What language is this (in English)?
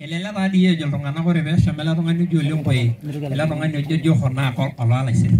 Masai